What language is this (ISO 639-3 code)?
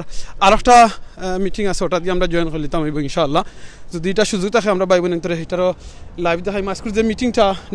syl